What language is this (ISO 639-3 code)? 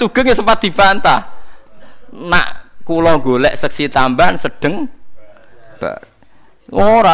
jav